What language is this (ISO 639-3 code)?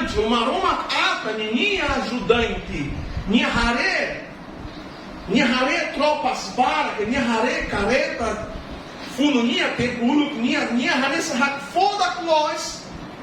tet